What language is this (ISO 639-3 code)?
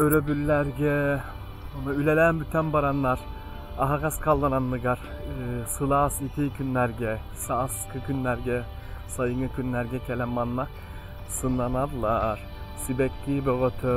sah